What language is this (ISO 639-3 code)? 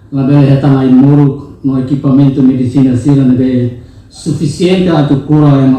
tet